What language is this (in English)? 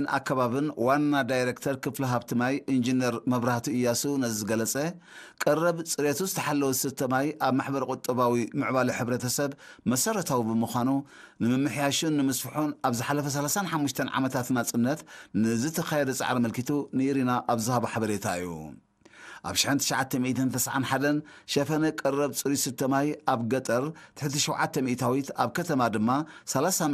Tigrinya